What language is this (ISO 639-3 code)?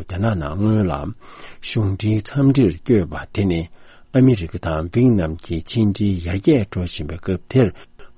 bod